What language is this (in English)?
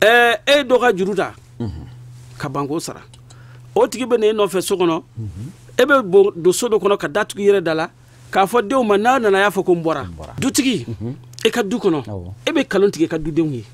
Bambara